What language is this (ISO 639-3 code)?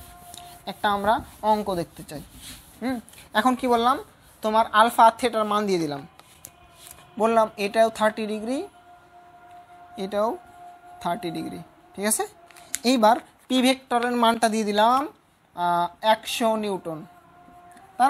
ben